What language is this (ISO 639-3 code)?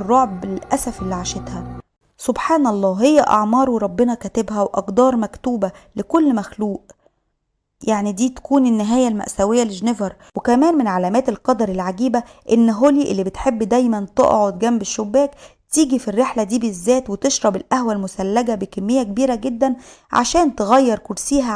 arz